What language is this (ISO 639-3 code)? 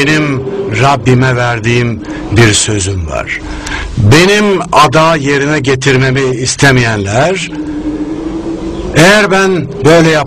tur